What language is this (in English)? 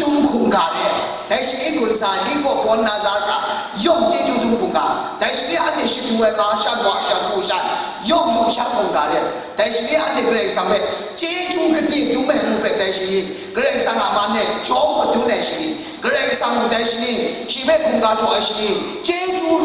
Kachin